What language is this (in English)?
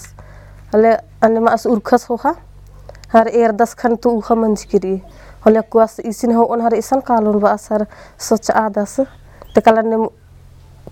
Kurukh